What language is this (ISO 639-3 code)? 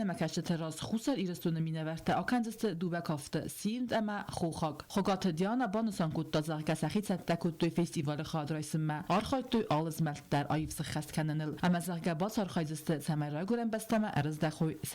oss